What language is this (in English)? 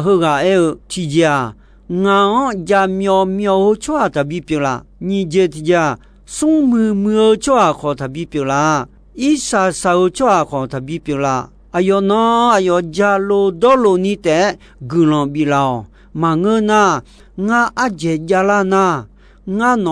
Akha